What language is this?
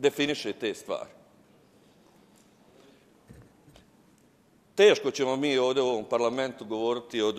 Bosnian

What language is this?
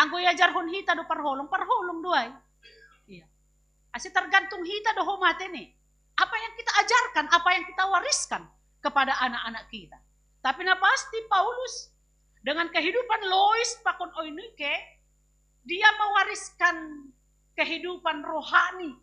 Batak Simalungun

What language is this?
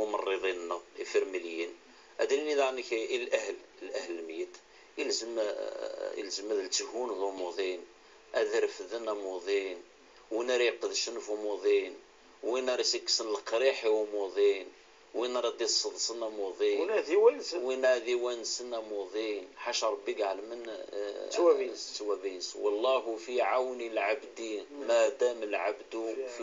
Kabyle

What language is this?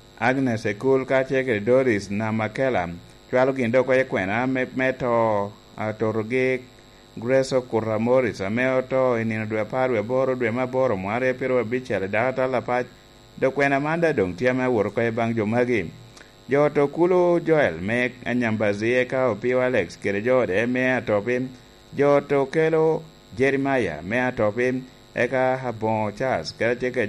Lango (Uganda)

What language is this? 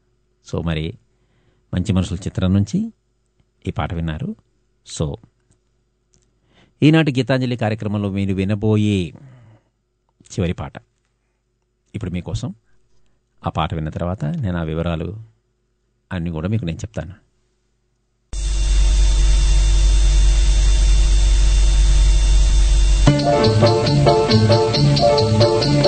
Telugu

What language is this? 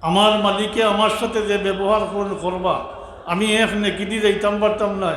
Sylheti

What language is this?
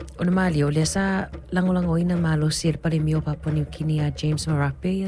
Samoan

